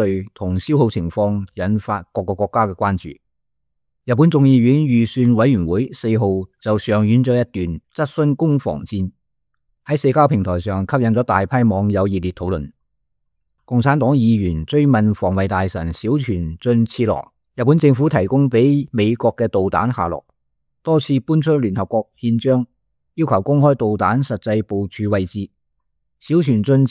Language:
Cantonese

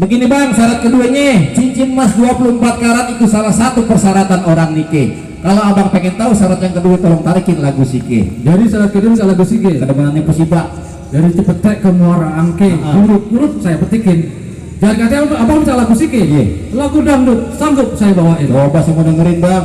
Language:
Betawi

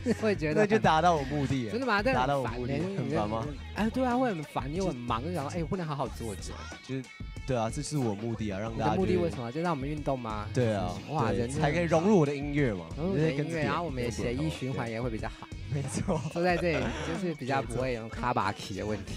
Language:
Chinese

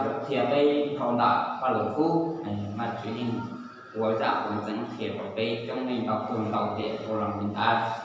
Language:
Hmong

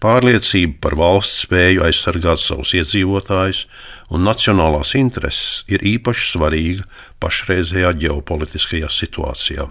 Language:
Latvian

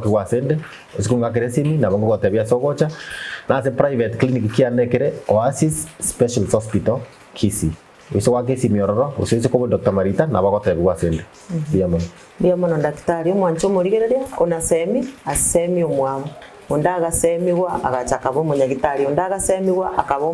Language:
Gusii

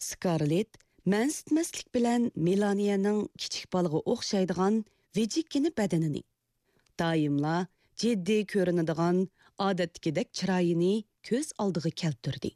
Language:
Uyghur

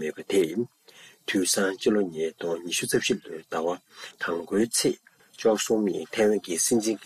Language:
Tibetan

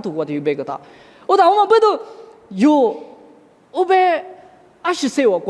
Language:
Lisu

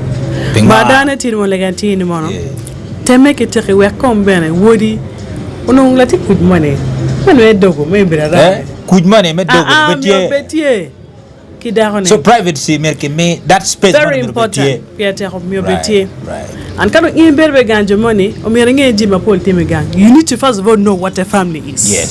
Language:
Acoli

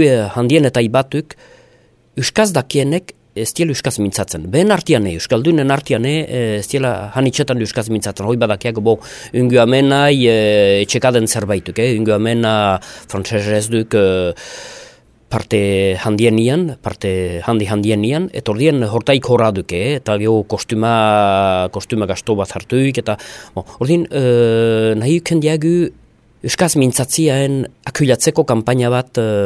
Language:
Basque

